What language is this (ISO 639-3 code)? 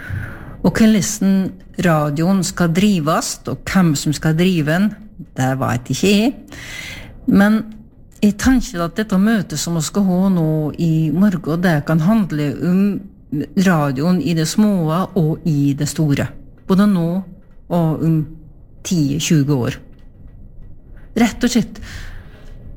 nor